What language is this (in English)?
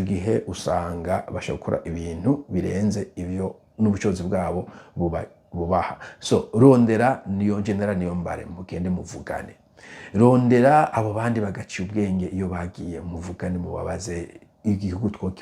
Rundi